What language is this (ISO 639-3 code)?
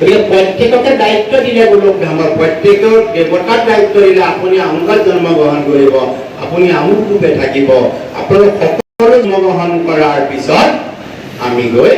asm